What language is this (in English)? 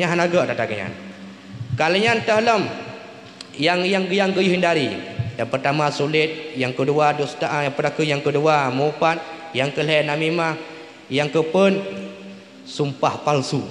Achinese